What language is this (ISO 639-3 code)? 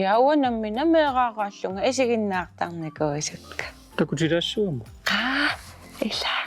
kal